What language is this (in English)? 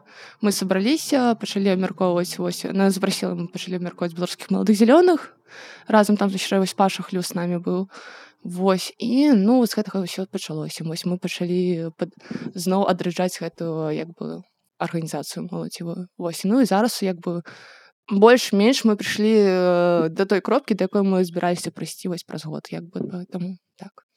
Belarusian